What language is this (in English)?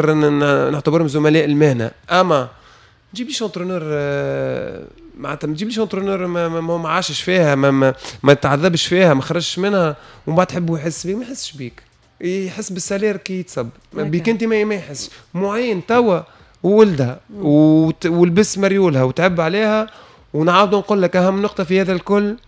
Tunisian Arabic